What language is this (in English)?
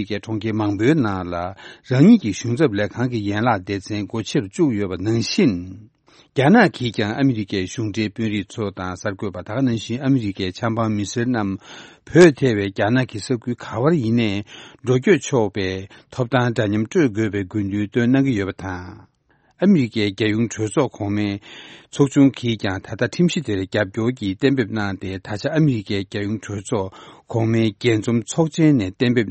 Tibetan